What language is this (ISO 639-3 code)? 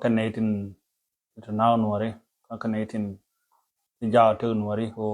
nus